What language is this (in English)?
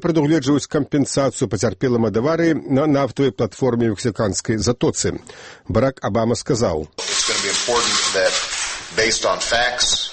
Belarusian